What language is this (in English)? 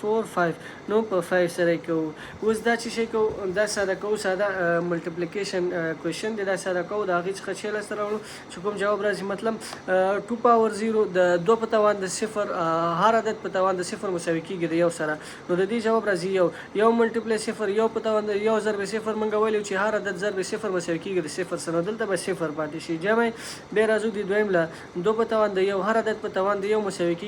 Pashto